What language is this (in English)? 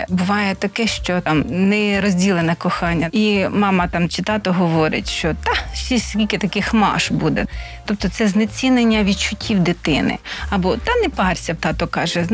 Ukrainian